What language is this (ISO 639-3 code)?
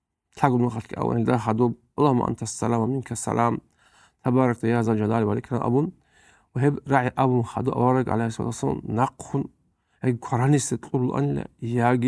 ava